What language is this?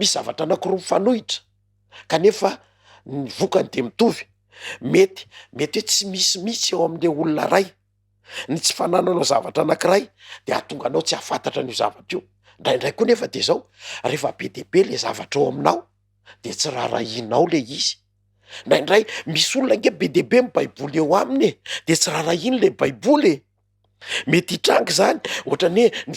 Malagasy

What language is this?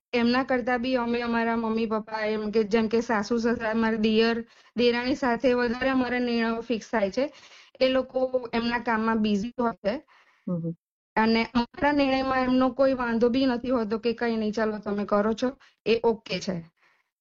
Gujarati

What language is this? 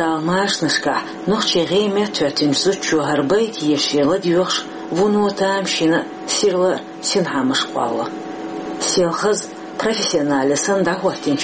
Chechen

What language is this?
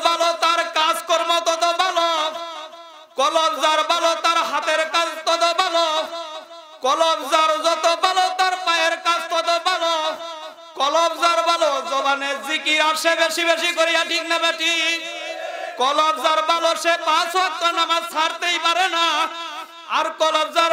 Bangla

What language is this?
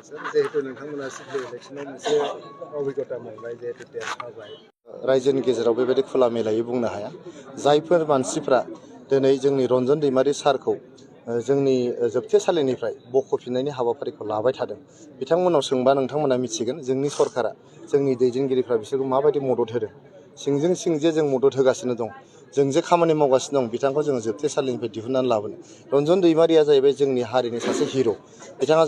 Bodo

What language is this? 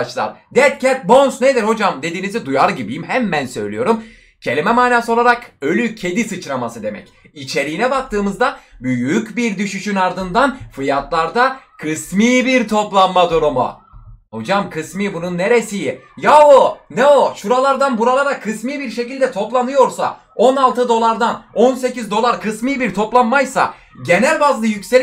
Turkish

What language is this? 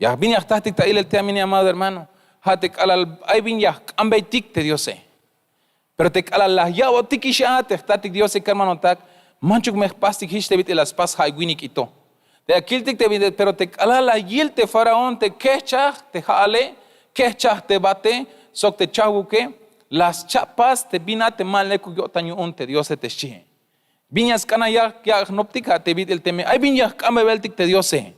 Tzeltal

